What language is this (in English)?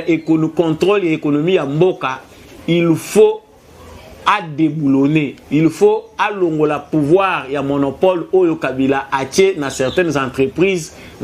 Lingala